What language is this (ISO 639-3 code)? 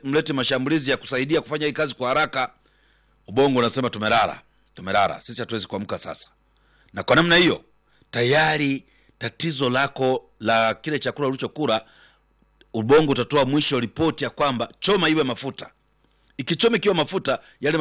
swa